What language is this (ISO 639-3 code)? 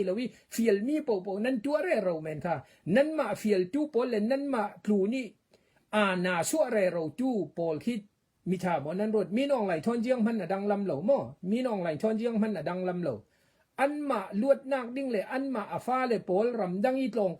cfm